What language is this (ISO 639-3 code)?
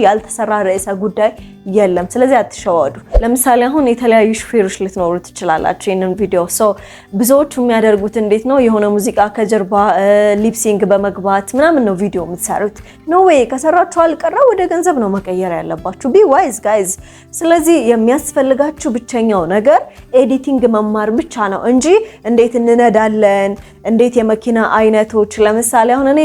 amh